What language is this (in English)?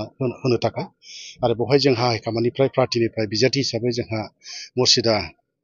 Bodo